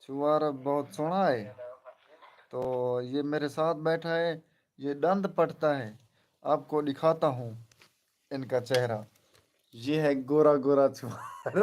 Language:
Saraiki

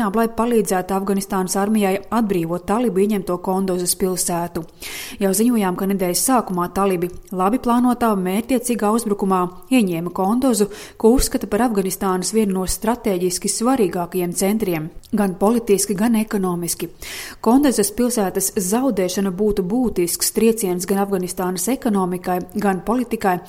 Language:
Latvian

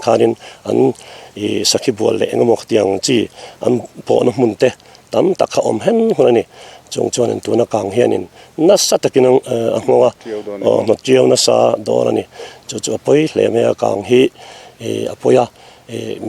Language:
Mizo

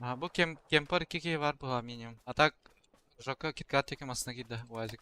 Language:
Yakut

